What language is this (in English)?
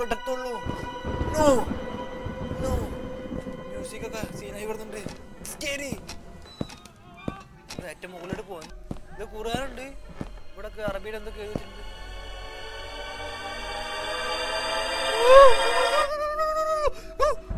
Malayalam